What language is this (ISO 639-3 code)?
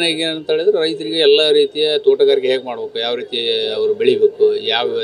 kan